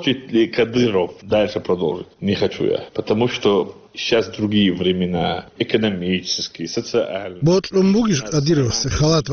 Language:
Avaric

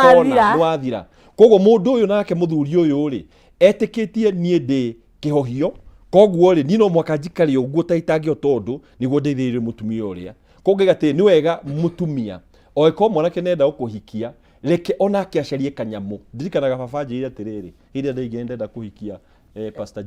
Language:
Kikuyu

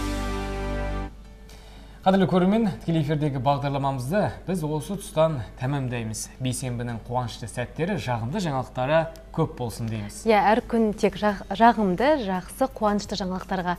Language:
Kazakh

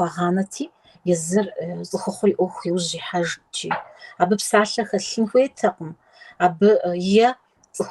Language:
Kabardian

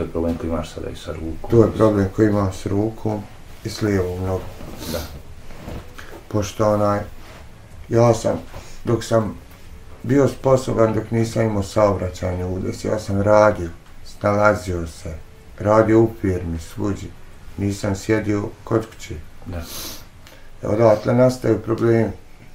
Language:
Bosnian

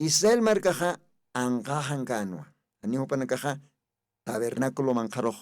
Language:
Aymara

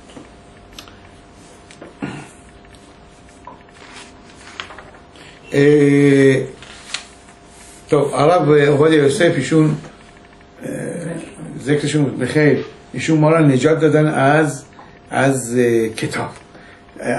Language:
Persian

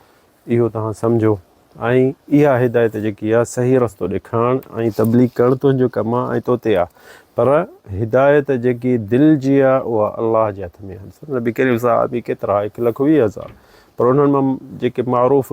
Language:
Sindhi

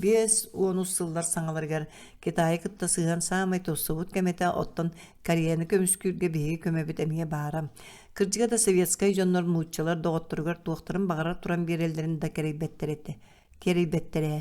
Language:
Yakut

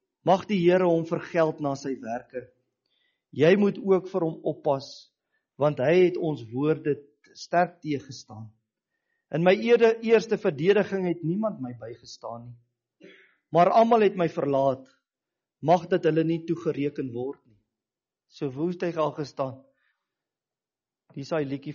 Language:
Afrikaans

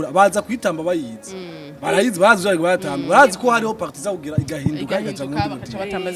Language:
Rundi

